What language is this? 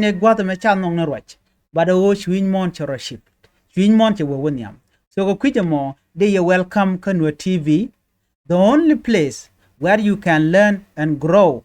Nuer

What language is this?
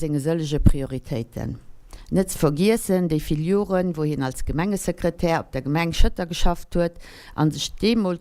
Luxembourgish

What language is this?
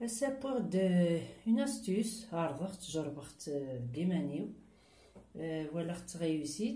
Kabyle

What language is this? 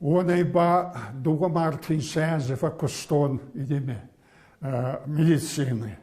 Ossetic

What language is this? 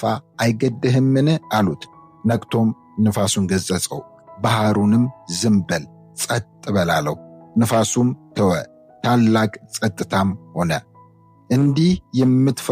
Amharic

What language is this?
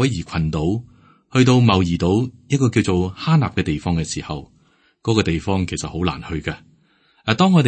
Cantonese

